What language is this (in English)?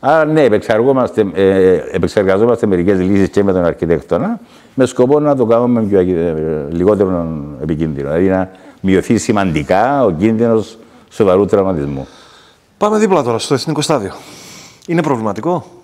Greek